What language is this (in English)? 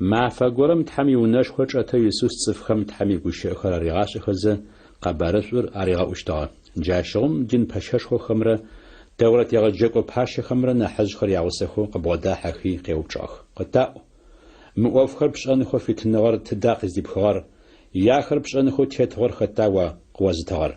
Adyghe